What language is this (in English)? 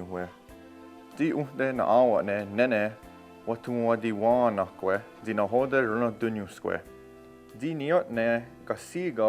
Mohawk